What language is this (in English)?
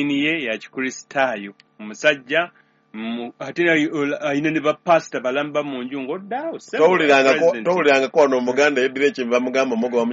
Ganda